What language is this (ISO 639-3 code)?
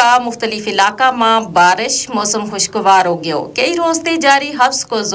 gju